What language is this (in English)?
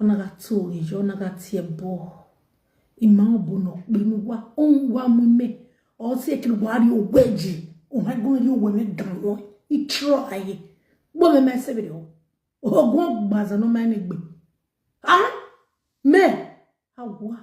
Nigerian Pidgin